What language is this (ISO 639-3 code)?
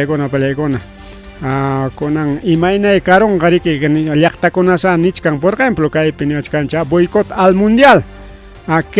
quy